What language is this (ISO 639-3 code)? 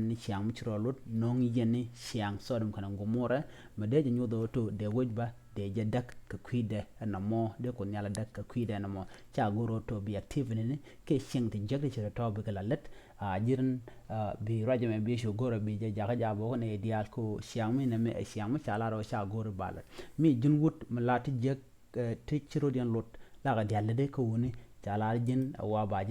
nus